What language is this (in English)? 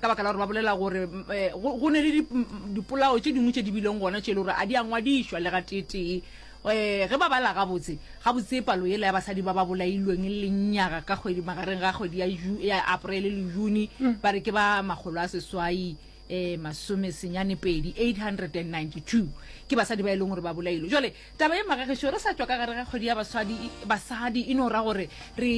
Northern Sotho